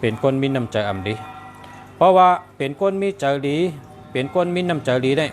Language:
Shan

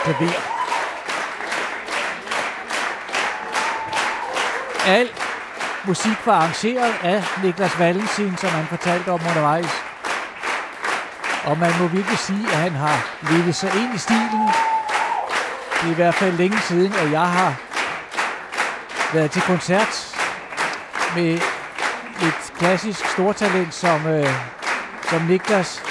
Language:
Danish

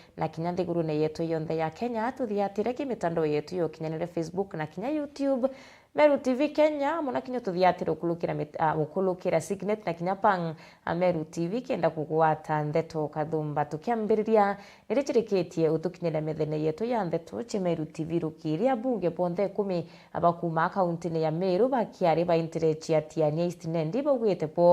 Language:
Meru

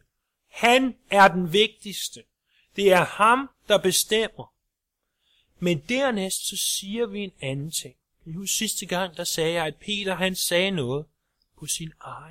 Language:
Danish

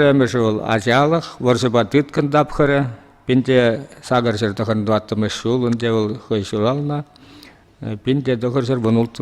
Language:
Chuvash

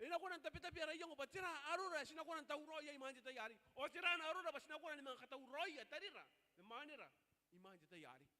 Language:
Gilbertese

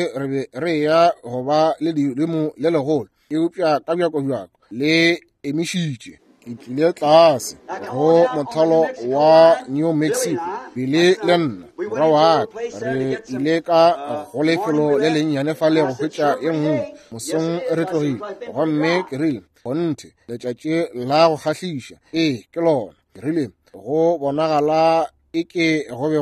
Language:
Northern Sotho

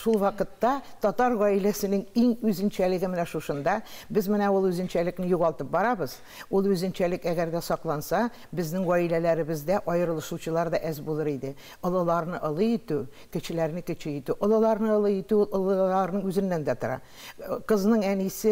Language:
Tatar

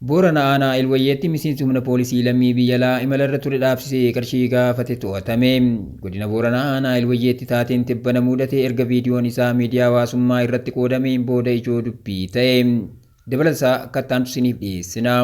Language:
Oromo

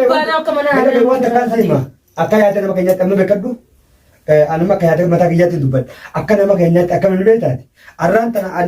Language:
Oromo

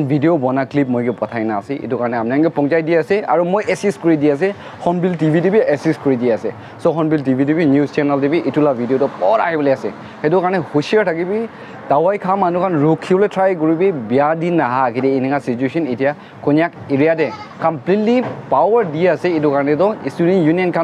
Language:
Naga Pidgin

